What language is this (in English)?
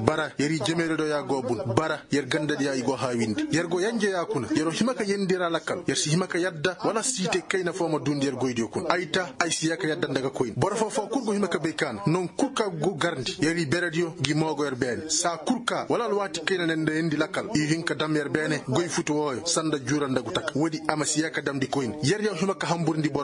Koyraboro Senni